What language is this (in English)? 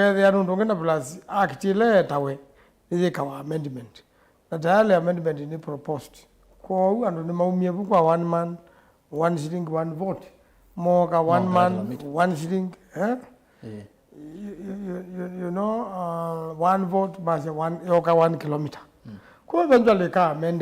Kamba